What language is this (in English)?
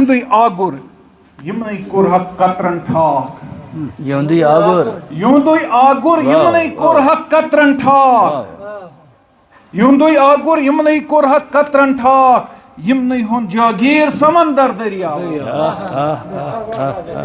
Kashmiri